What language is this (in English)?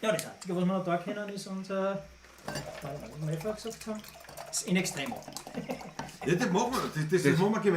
Bavarian